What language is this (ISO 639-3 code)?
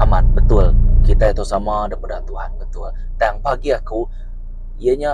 iba